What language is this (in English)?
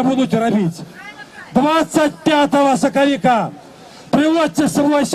Belarusian